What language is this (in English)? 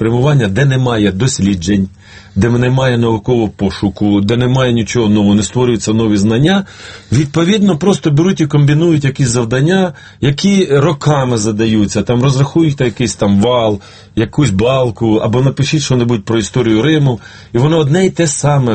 Ukrainian